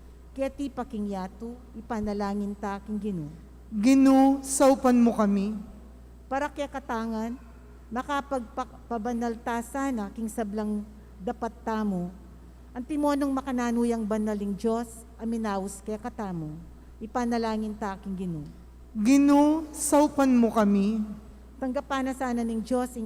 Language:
Pampanga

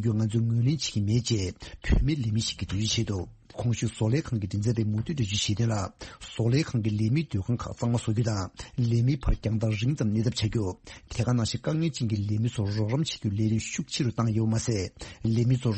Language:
Tibetan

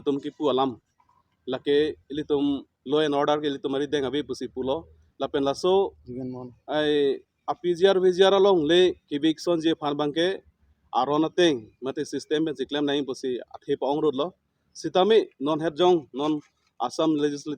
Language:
Karbi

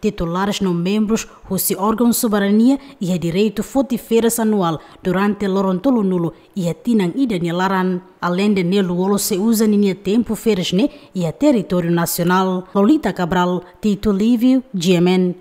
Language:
Tetum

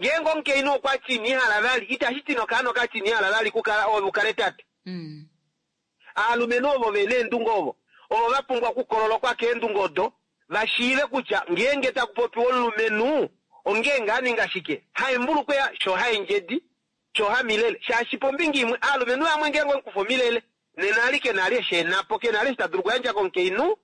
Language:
Kuanyama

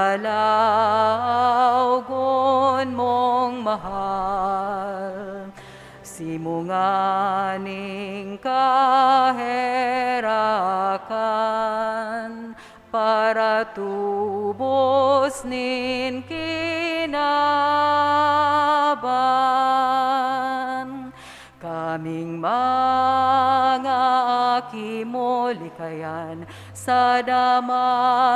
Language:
Bikol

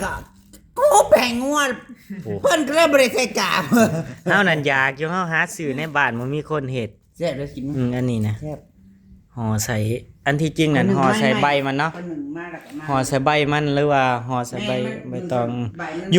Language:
Northeastern Thai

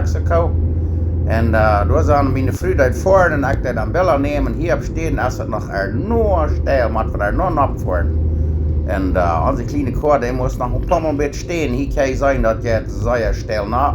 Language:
Plautdietsch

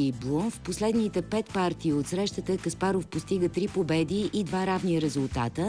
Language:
Bulgarian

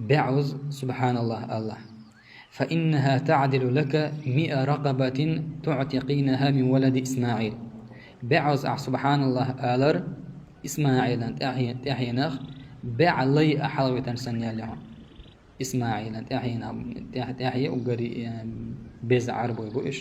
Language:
Chechen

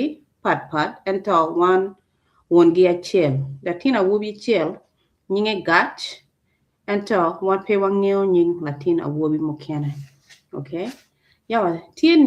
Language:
Acoli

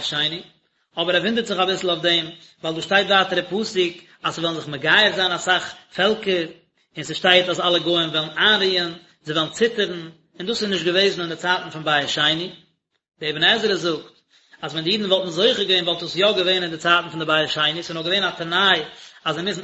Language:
Yiddish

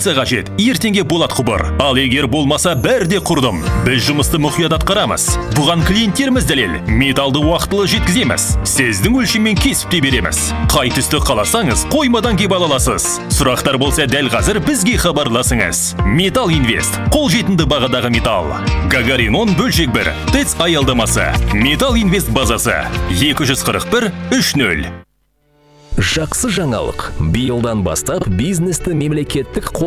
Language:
Kazakh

